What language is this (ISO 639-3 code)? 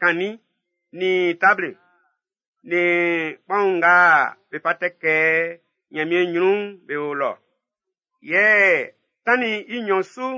bci